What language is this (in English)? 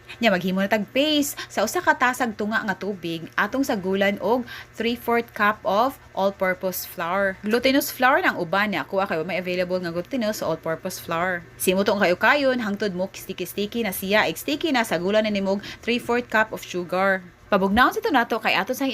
Cebuano